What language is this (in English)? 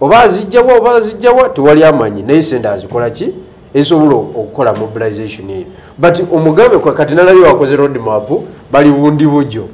Ganda